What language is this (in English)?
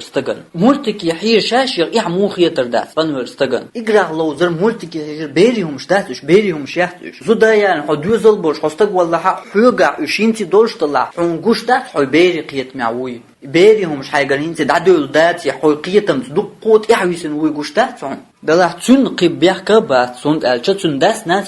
Chechen